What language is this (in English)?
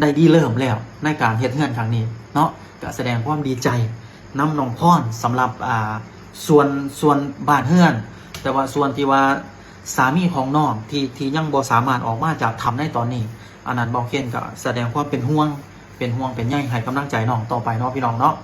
Lao